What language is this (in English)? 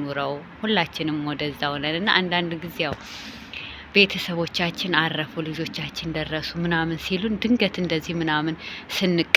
Amharic